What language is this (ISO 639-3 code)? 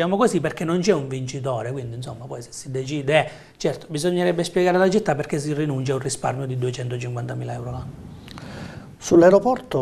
ita